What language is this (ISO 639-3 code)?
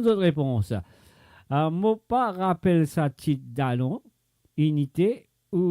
mfe